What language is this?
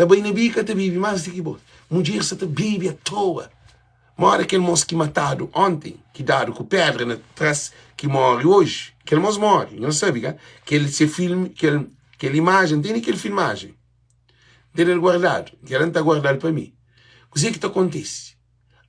Kabuverdianu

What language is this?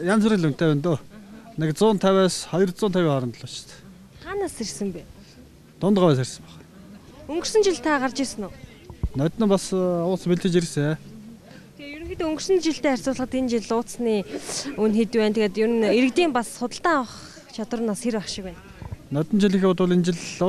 Mongolian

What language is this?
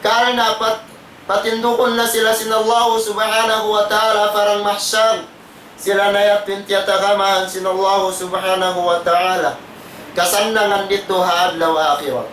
Tausug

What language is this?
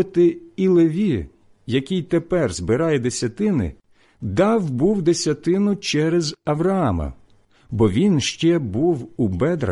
Ukrainian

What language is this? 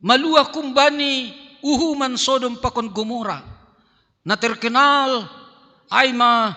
Batak Simalungun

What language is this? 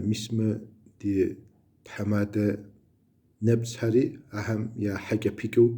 Kabardian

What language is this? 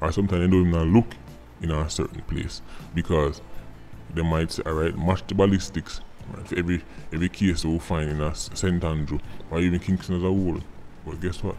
Jamaican Creole English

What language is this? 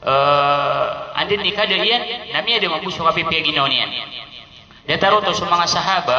Maranao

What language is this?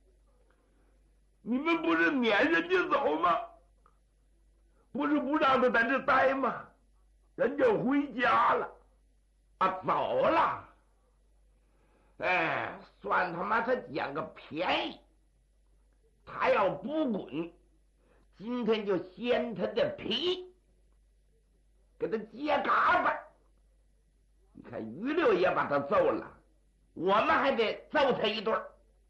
Chinese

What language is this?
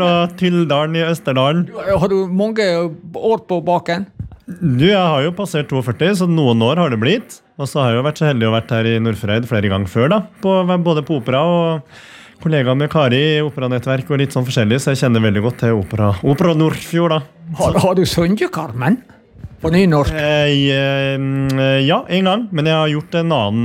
Norwegian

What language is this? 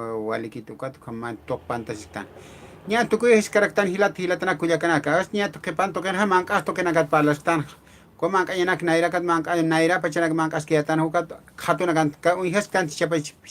Aymara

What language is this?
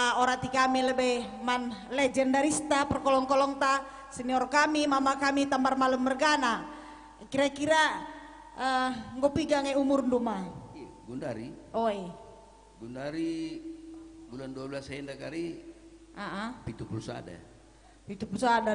Batak Karo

